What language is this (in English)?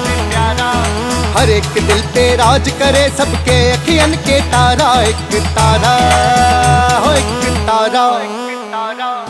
Bhojpuri